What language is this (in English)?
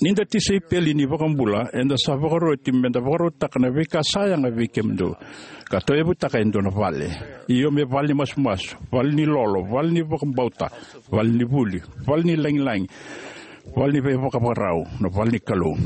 Fijian